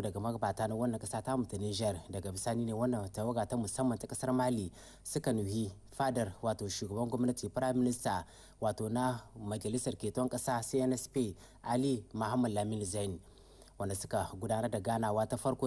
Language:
Hausa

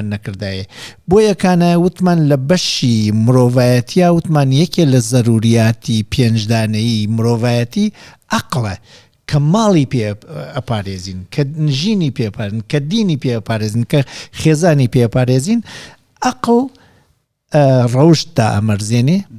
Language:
Central Kurdish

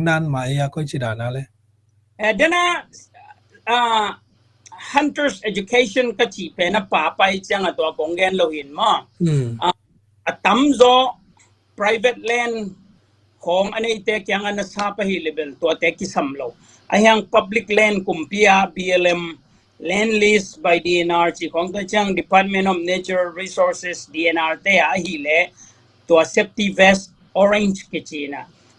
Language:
Tedim Chin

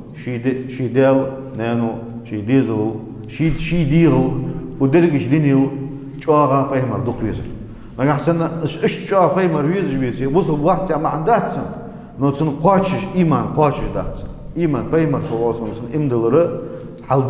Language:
Ingush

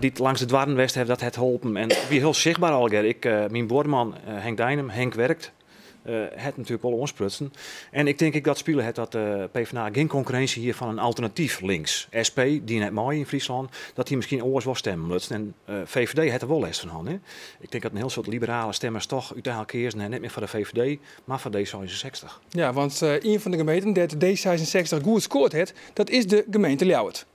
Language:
Western Frisian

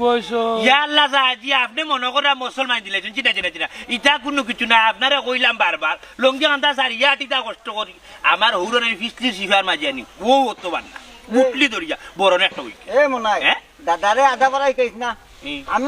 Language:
Sylheti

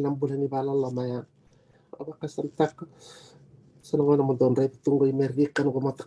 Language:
Fijian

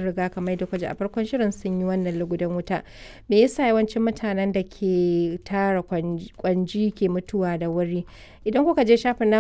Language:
Hausa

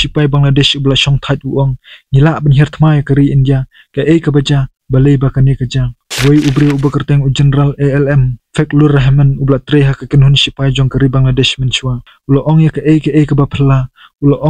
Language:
Khasi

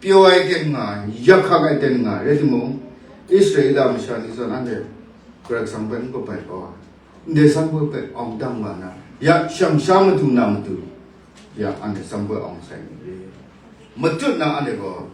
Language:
Kachin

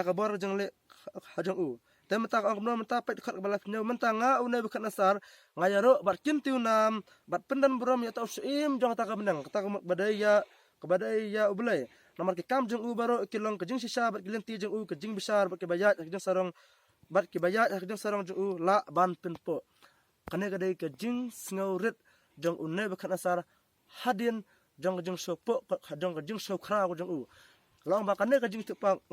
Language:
Khasi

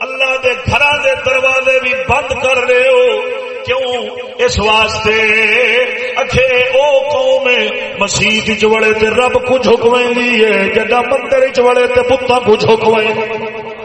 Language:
Saraiki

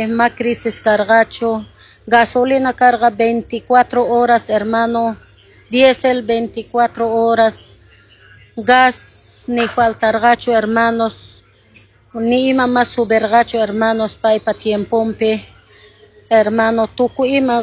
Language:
Quechua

